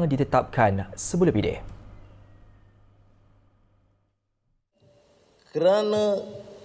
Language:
Malay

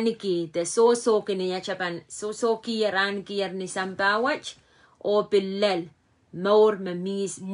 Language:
Pohnpeian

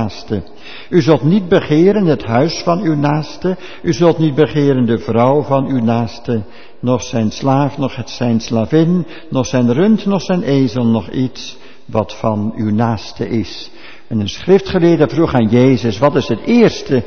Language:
Dutch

